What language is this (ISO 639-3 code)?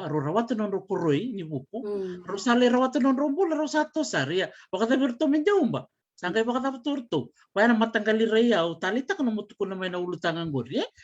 fij